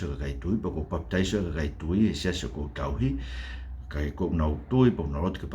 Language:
Tongan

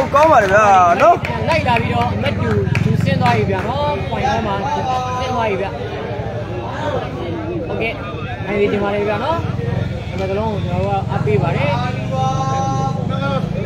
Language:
Burmese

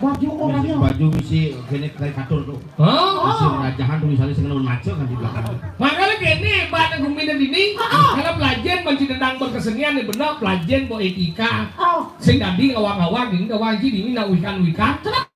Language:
Balinese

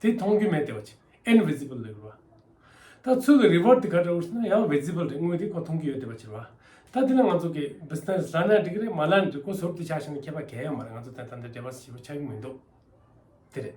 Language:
Tibetan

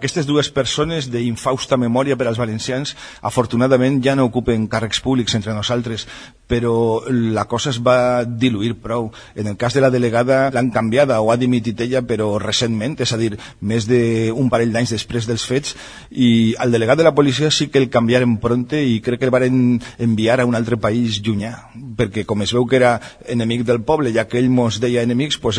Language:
Catalan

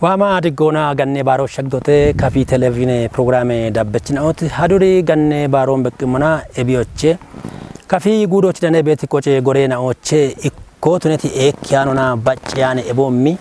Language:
Kafa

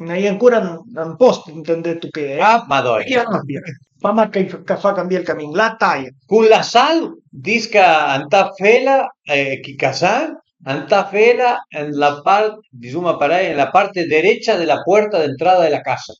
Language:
Piedmontese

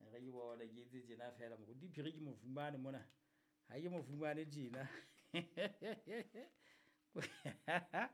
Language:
Southern Sotho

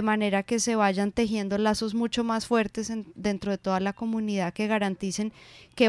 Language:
Spanish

